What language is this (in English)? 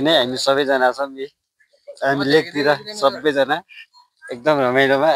Nepali